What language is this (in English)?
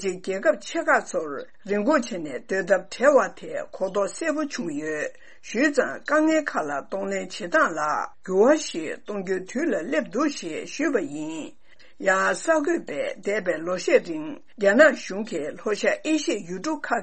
Tibetan